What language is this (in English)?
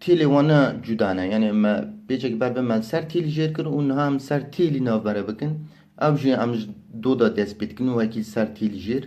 Kurdish